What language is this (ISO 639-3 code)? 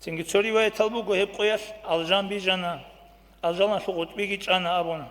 ava